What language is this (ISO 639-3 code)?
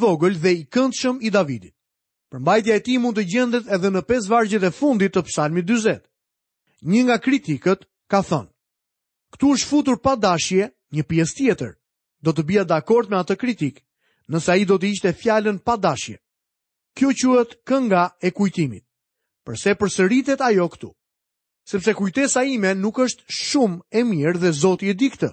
sqi